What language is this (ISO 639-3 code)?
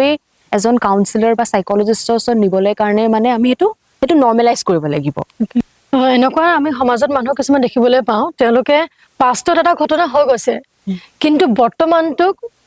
asm